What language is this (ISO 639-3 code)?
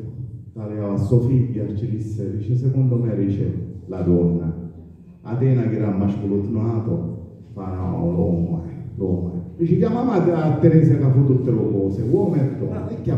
scn